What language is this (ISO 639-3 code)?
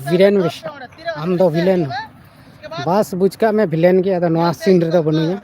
sat